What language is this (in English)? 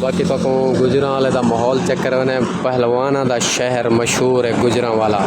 Saraiki